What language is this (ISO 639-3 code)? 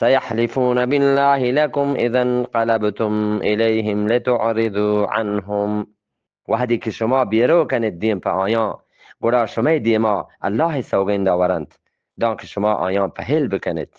bgp